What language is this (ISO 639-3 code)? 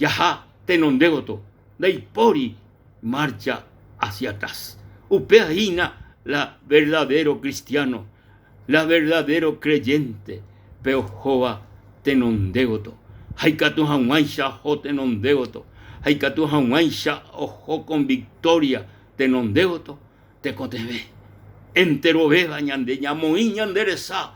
grn